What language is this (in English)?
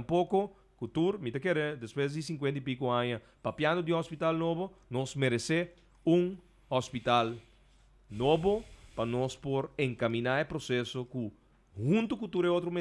Papiamento